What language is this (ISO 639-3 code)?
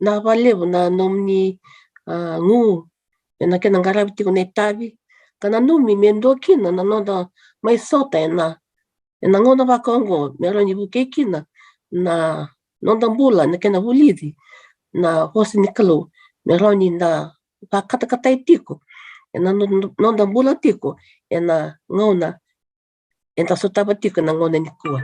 fij